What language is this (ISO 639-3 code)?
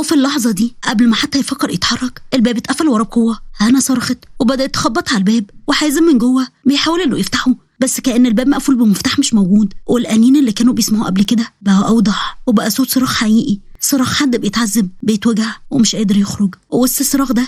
arz